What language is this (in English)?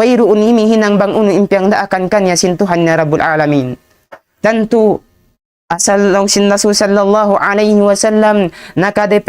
Tausug